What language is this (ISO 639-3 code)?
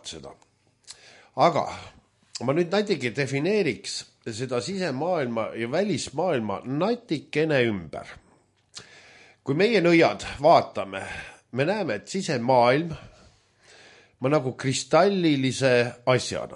est